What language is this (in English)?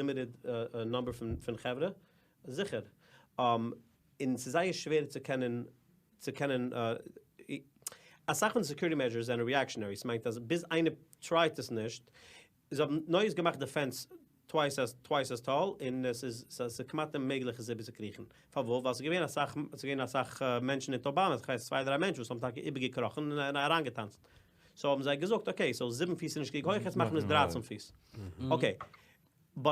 Yiddish